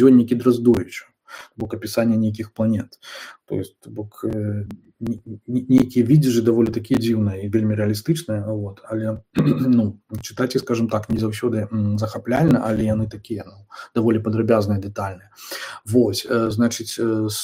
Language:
Belarusian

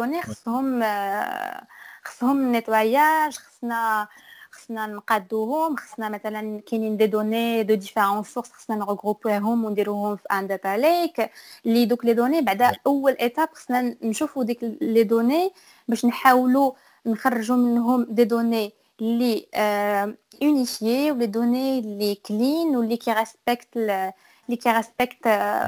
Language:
Moroccan Arabic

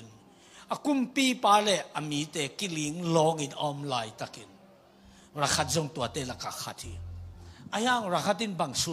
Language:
Tedim Chin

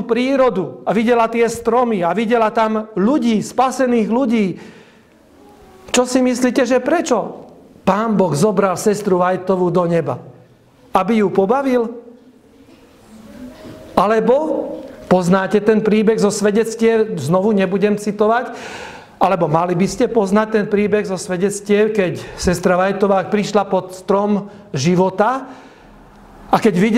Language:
Slovak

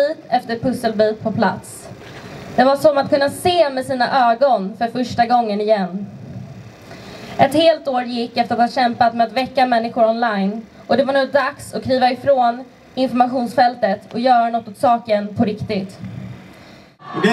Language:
Swedish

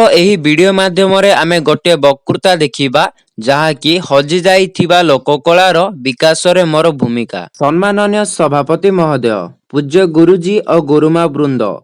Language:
Odia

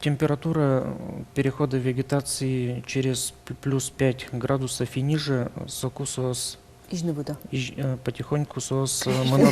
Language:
Udmurt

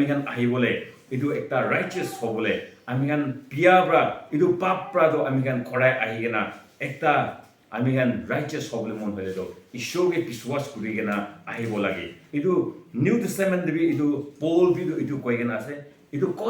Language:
Naga Pidgin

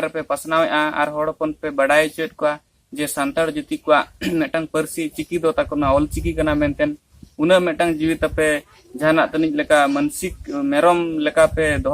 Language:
Santali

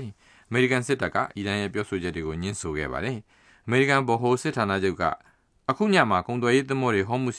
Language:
Burmese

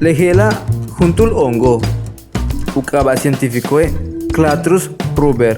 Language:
Yucateco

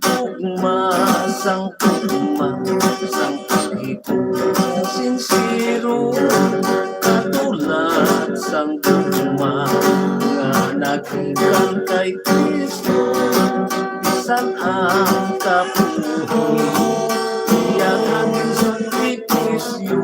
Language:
Hiligaynon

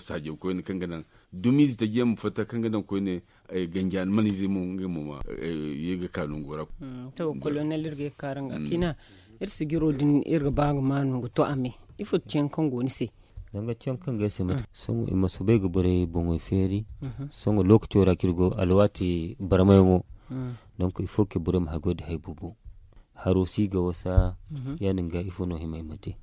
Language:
Zarma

